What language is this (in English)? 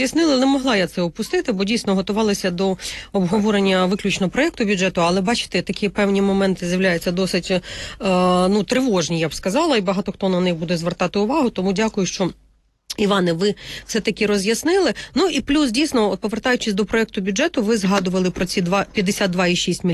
Ukrainian